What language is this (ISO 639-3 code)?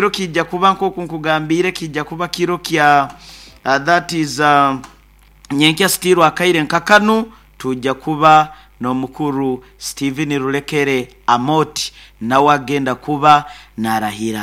nyo